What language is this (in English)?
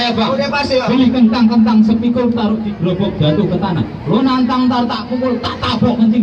Betawi